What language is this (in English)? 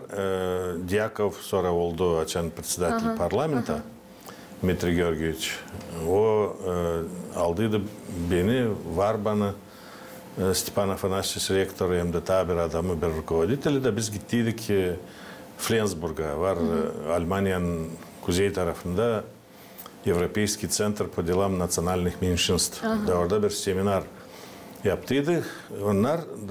Gagauz